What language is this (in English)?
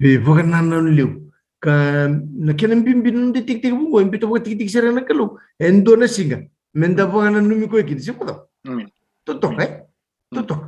Fijian